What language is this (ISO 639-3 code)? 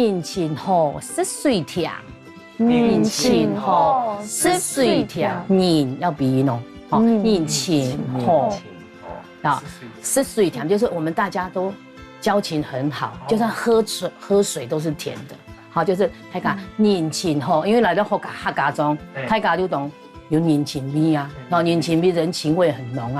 hak